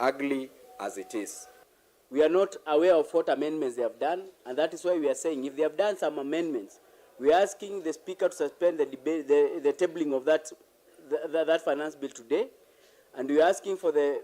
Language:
Kamba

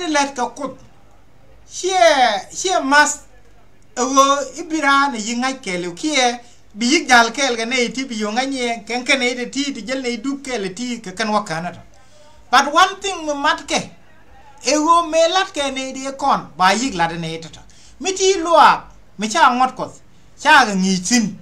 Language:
Nuer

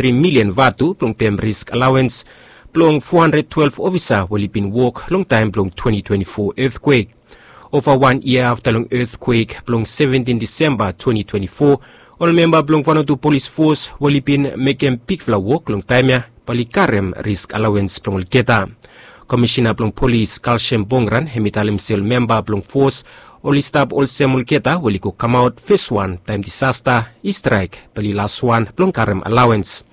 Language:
Bislama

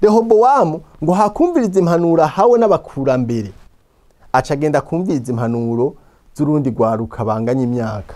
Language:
Rundi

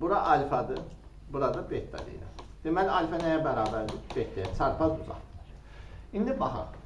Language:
Azerbaijani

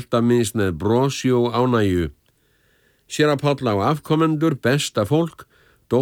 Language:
Icelandic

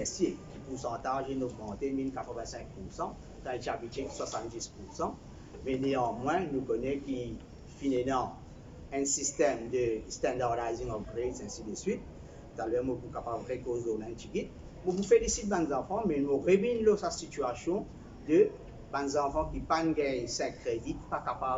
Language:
Morisyen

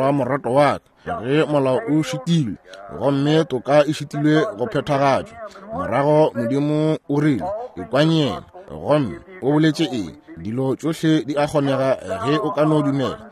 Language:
Northern Sotho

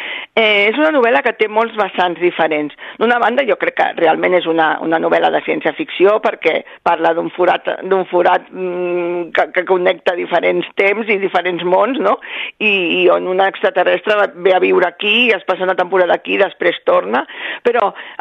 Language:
Catalan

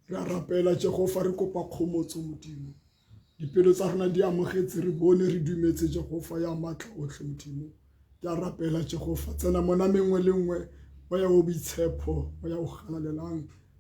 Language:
Tswana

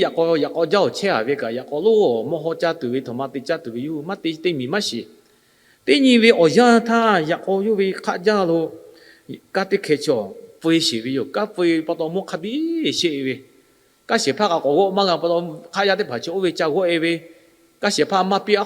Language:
Lahu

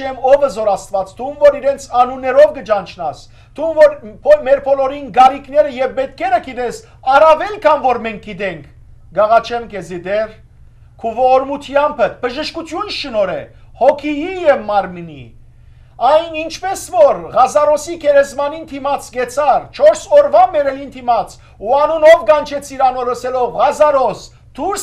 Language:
Western Armenian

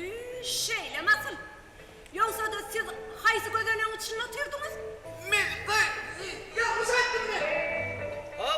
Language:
Turkmen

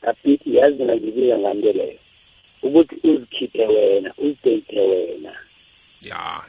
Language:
South Ndebele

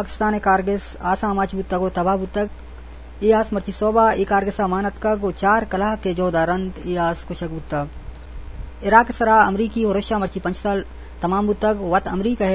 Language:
Eastern Balochi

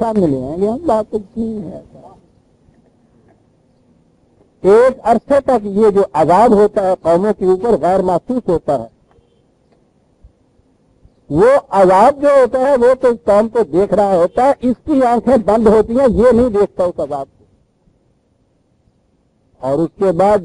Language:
Urdu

